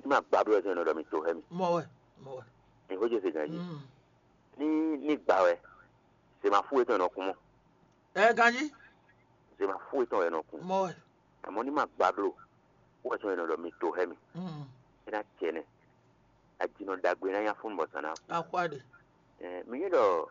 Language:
Fon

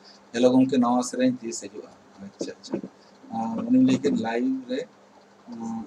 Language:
Santali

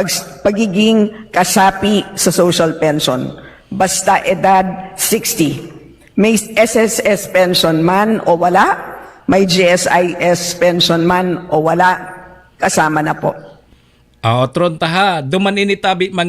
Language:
Bikol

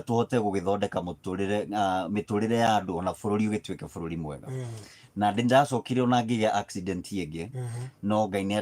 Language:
Kikuyu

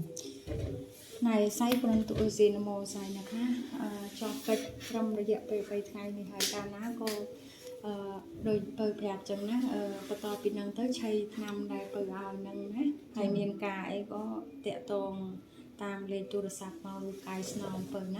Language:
Khmer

